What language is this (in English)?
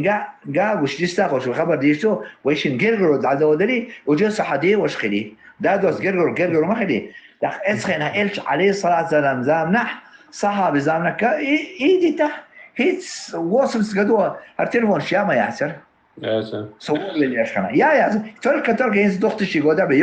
Chechen